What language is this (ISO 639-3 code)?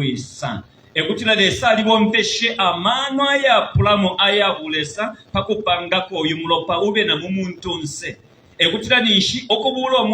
bem